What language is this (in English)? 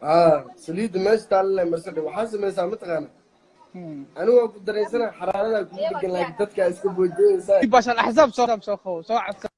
Somali